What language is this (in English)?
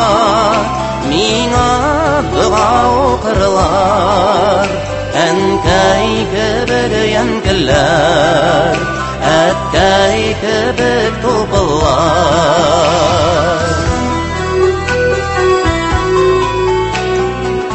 Tatar